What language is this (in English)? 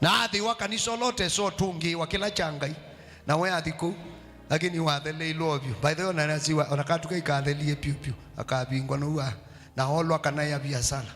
Kamba